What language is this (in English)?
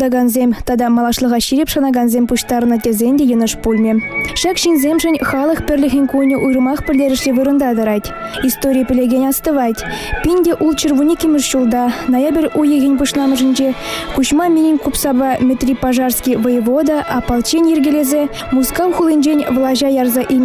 Chuvash